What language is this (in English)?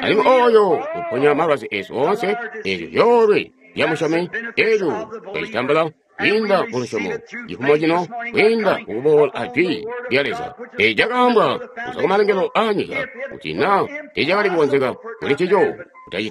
Tonga (Zambia)